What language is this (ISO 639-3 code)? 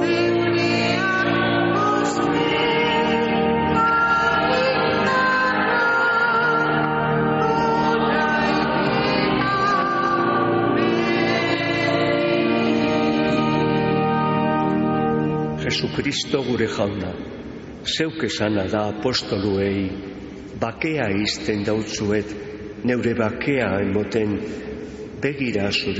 eus